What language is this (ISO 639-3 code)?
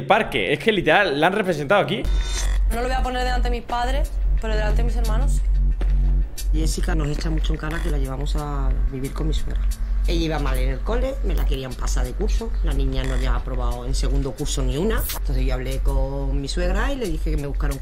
spa